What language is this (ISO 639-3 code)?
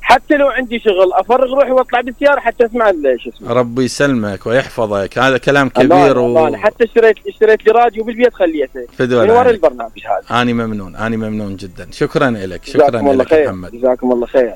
acm